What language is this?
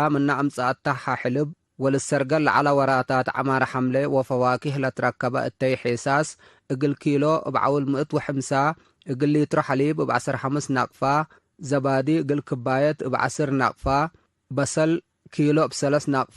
Tigre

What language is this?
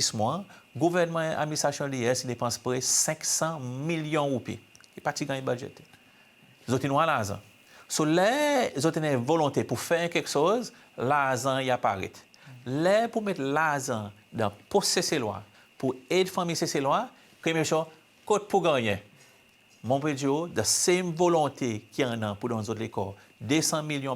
Seselwa Creole French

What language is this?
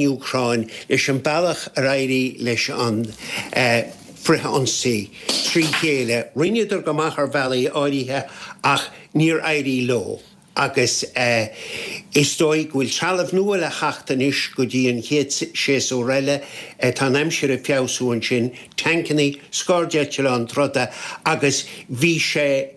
Irish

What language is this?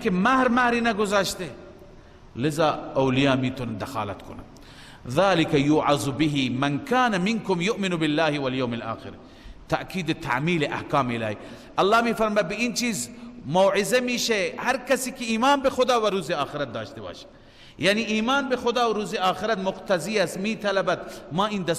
Persian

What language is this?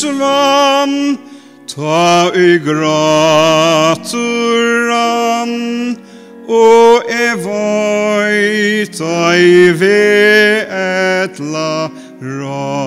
Faroese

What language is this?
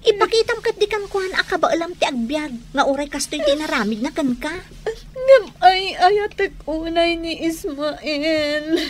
Iloko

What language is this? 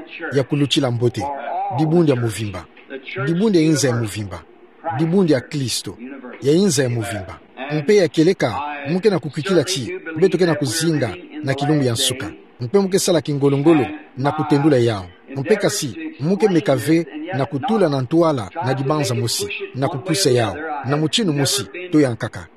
Kituba (Democratic Republic of Congo)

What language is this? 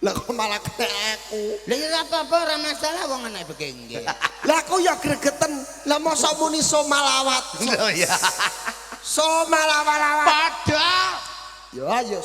Javanese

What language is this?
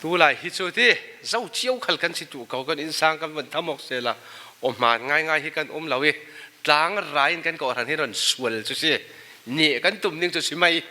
Falam Chin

